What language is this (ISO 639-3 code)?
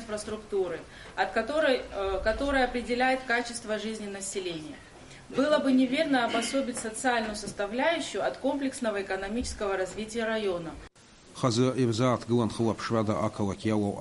abk